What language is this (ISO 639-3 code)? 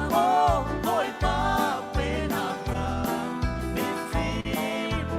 cfm